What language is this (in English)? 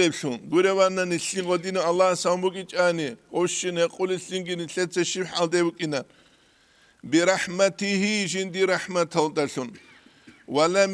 Avaric